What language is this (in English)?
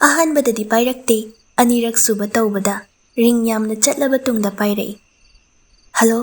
Manipuri